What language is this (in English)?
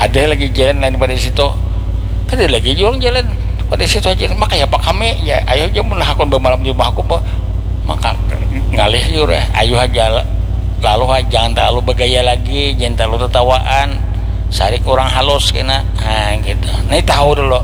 Banjar